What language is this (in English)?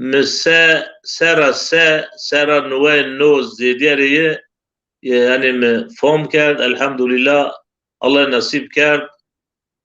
Zaza